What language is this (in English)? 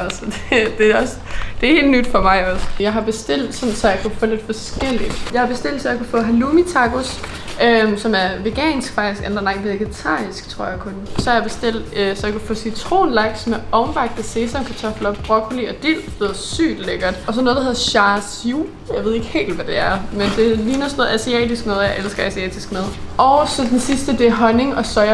Danish